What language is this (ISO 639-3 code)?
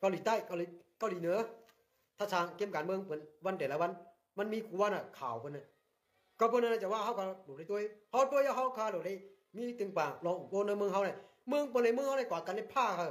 shn